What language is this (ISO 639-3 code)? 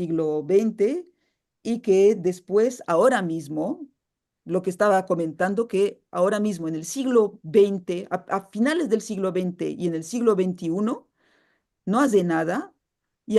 lad